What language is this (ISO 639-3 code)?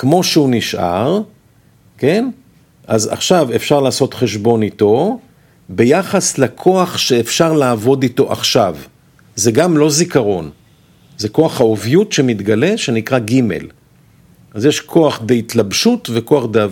heb